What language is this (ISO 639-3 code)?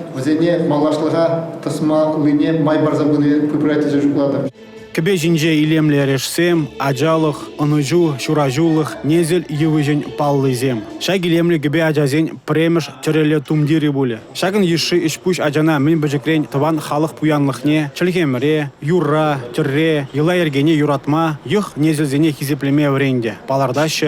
chv